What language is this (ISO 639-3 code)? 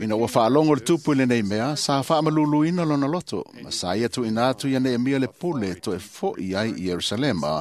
smo